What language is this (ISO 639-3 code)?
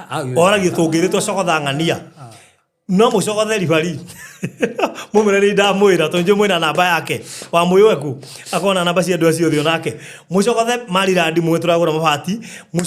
kik